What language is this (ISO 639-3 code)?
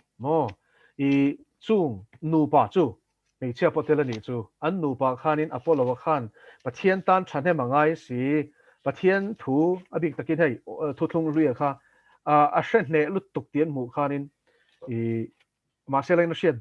lus